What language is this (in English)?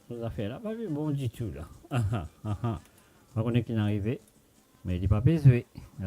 Morisyen